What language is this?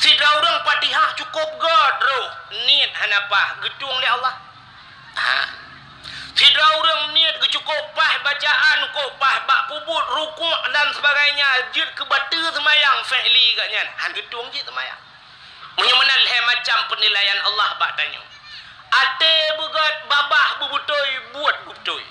Achinese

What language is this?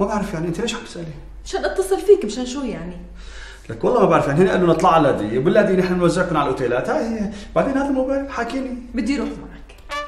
North Levantine Arabic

